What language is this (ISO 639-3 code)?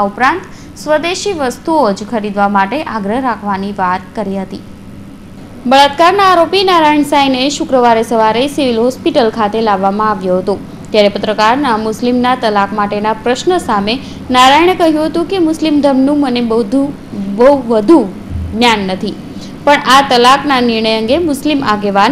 guj